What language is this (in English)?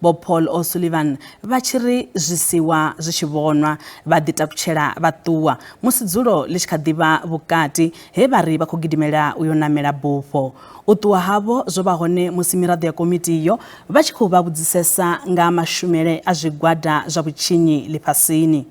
Venda